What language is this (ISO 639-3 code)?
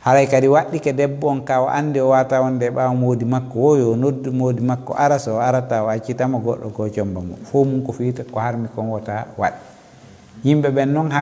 ful